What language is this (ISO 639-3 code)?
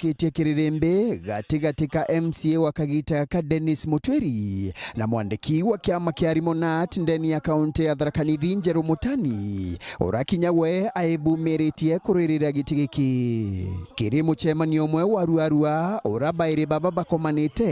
mer